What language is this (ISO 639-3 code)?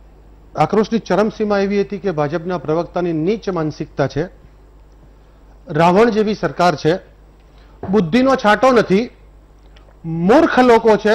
guj